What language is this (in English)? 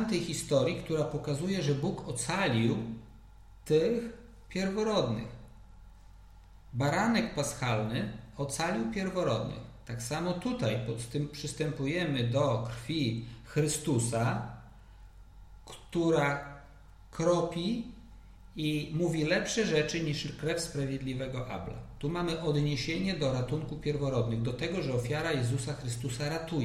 Polish